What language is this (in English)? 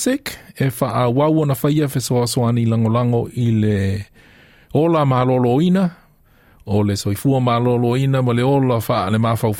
Samoan